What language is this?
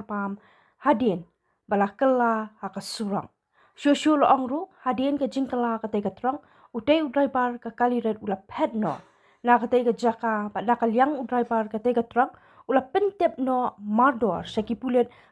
Khasi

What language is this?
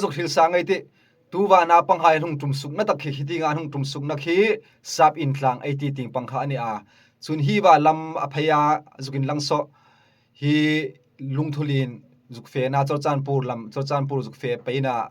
Hmar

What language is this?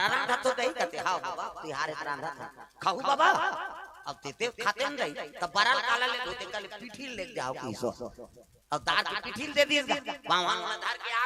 Chhattisgarhi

